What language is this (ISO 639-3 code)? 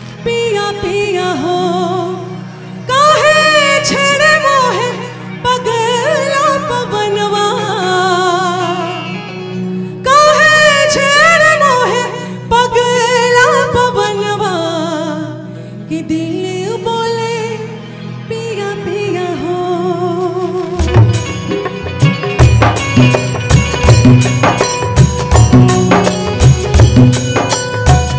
bho